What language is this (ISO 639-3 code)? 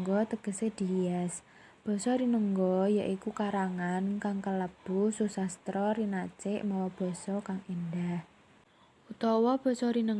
jav